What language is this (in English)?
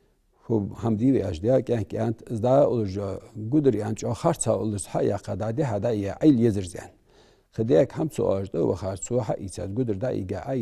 Ingush